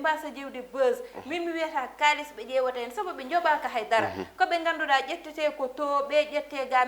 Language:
Fula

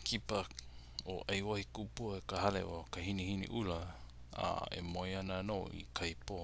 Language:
Hawaiian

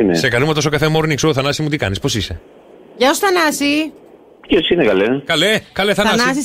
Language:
Greek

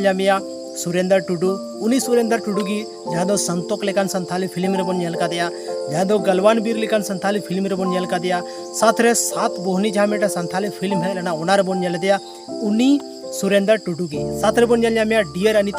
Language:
Santali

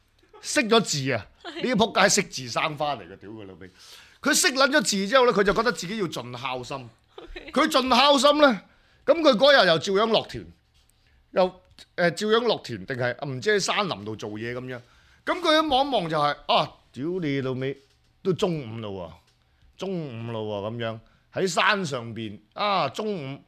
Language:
Cantonese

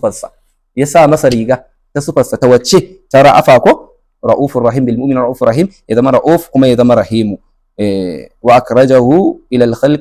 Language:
Hausa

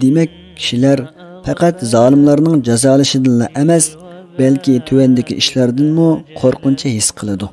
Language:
Uyghur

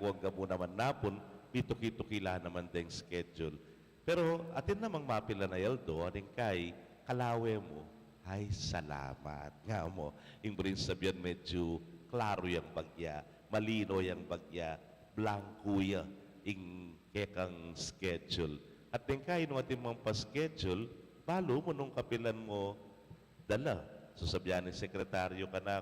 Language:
Pampanga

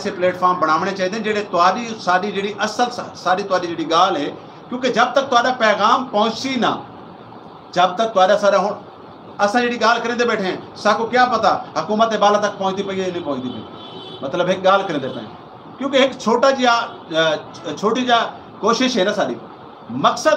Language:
Saraiki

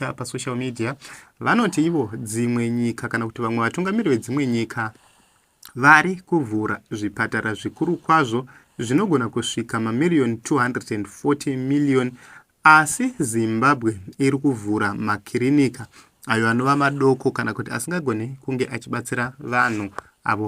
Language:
Shona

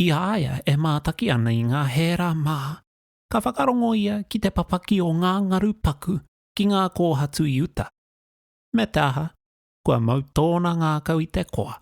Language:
Māori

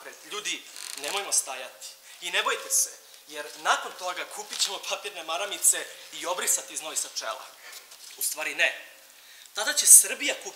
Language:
Serbian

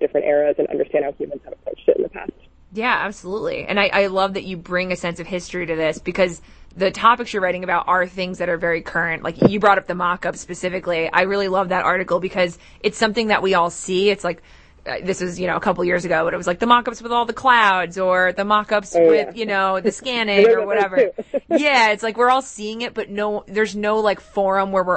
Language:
English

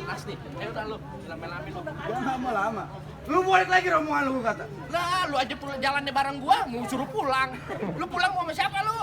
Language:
Betawi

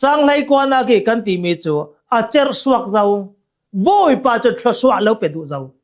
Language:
Hakha Chin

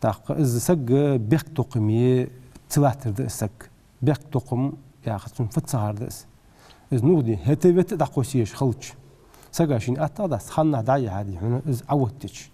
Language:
Ingush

